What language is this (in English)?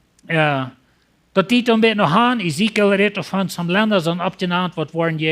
Plautdietsch